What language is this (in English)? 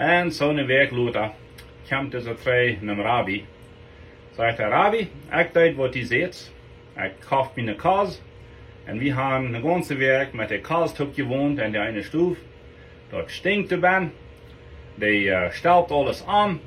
Plautdietsch